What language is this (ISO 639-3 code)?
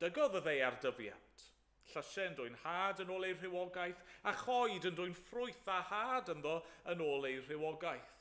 cym